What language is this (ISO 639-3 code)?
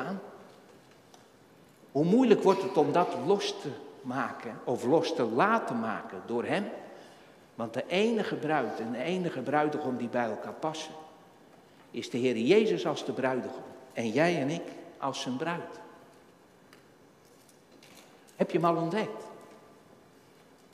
nld